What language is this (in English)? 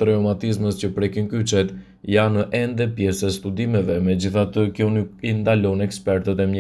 Albanian